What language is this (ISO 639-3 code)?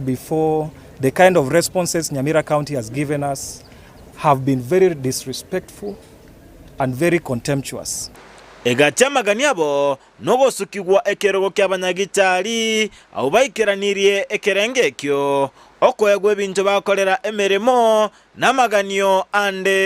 guz